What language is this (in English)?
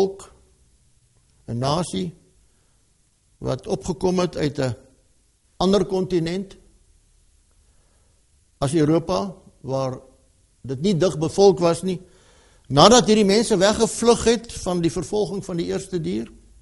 Afrikaans